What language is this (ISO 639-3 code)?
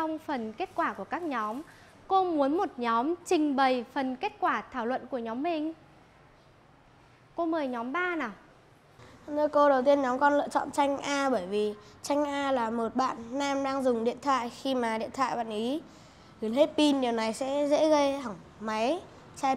vie